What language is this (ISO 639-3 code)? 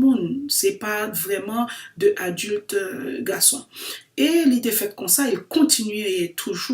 hat